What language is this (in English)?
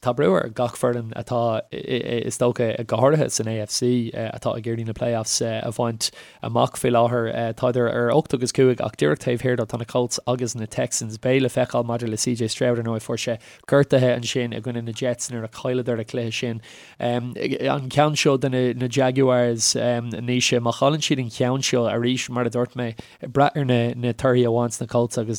Irish